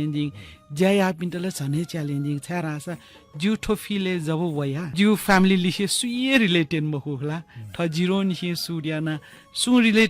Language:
Newari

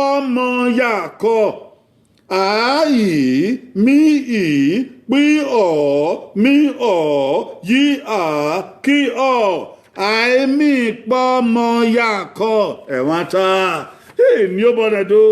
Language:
Bini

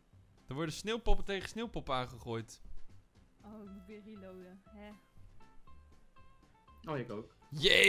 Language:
Dutch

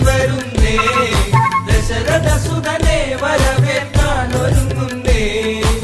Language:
Malayalam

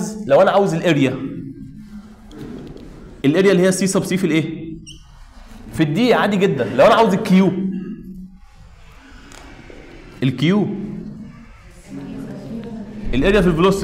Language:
Egyptian Arabic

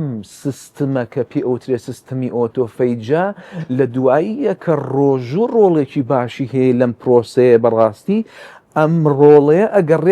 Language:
Central Kurdish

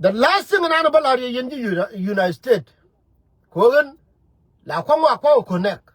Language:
Nuer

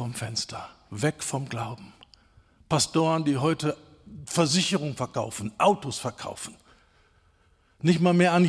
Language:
German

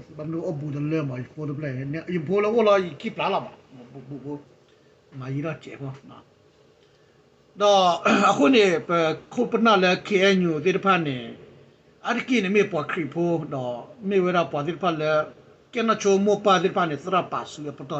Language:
S'gaw Karen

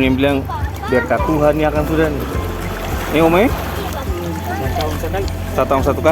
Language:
Ambonese Malay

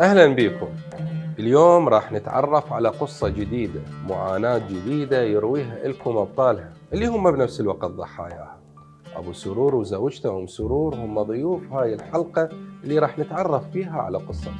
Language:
Mesopotamian Arabic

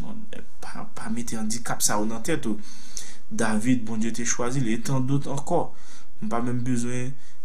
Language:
Haitian Creole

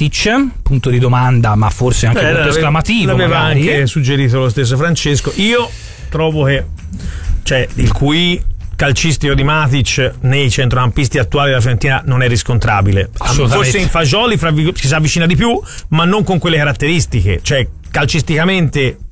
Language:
Italian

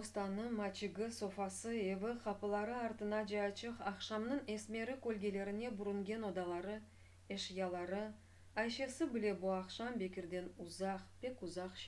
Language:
Crimean Tatar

